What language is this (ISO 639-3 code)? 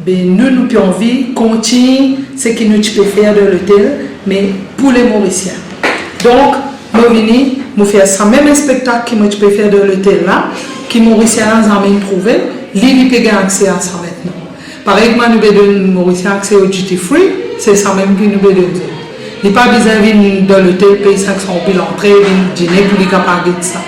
mfe